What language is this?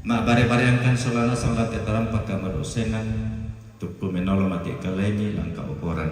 Toraja-Sa'dan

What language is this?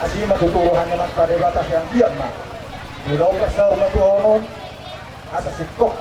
Batak Toba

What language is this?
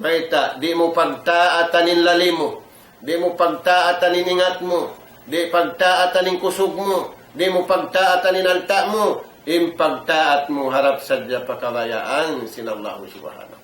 Tausug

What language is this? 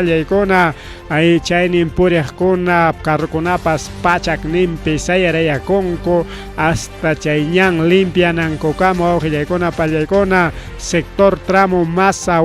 Ayacucho Quechua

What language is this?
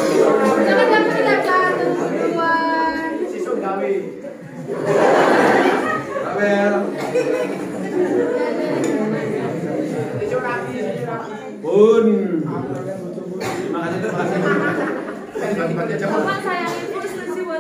Indonesian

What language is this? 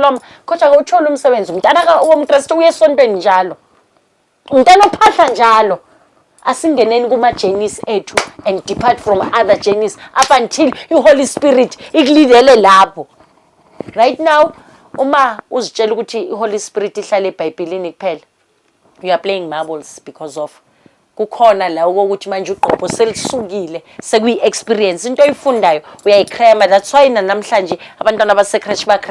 Zulu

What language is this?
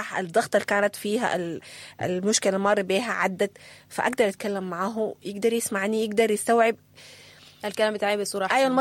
Sudanese Arabic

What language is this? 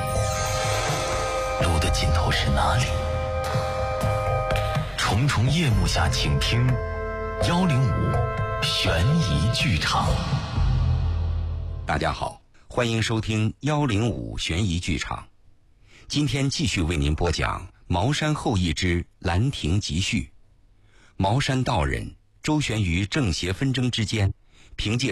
Chinese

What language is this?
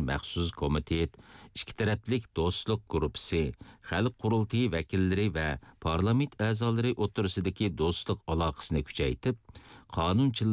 Uyghur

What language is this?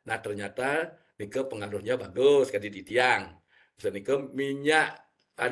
Balinese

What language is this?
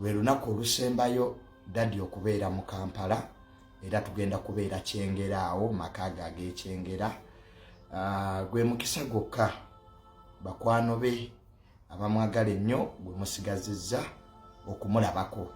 Ganda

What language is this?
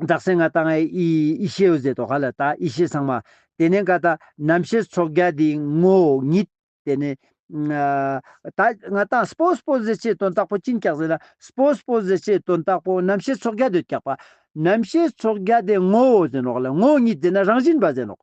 Ladakhi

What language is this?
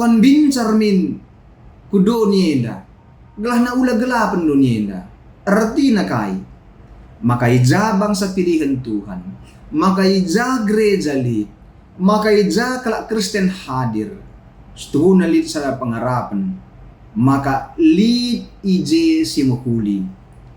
Batak Karo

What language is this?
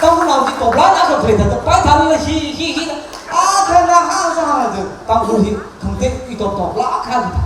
Tangkhul Naga (India)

